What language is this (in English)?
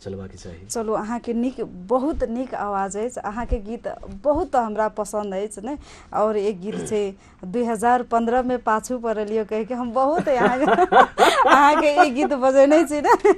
Maithili